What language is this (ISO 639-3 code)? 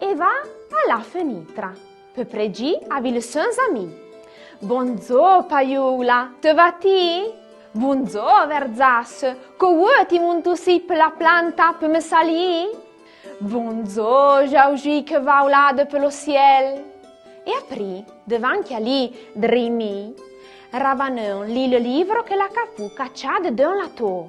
frp